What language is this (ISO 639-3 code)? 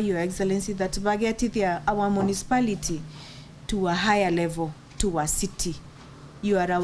mer